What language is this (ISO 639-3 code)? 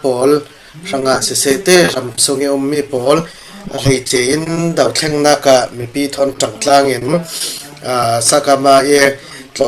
cfm